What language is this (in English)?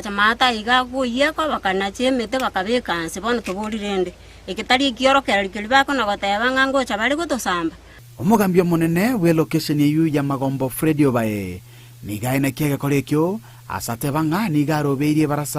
Gusii